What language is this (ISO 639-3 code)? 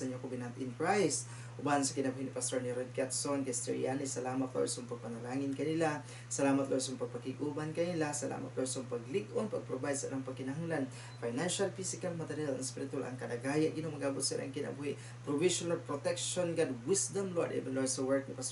ceb